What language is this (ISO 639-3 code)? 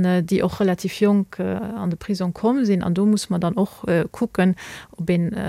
ltz